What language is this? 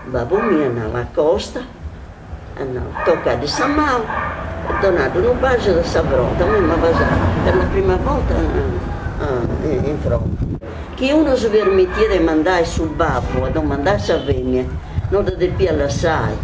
Sardinian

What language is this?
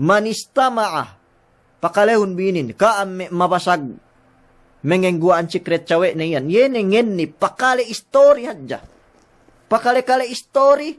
Yakan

